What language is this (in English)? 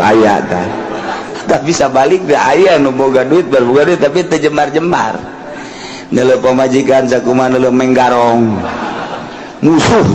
Sundanese